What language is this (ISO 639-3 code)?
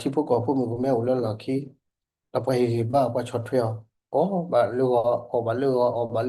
ksw